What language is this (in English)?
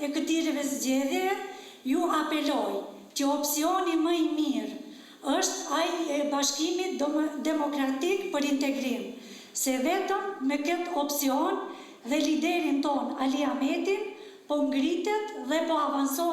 Albanian